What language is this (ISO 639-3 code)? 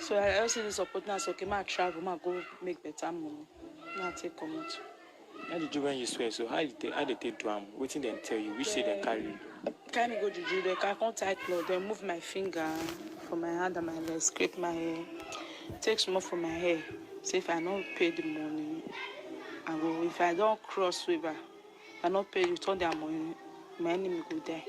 pcm